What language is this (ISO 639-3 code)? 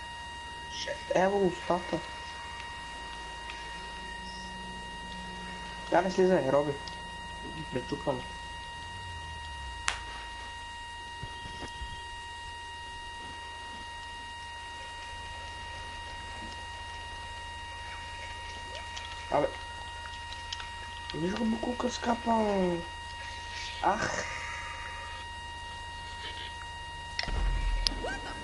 bul